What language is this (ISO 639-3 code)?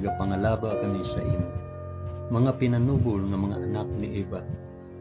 hil